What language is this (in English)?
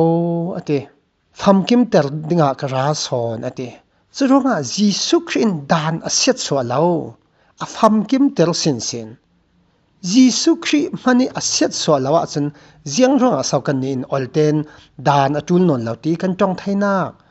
Falam Chin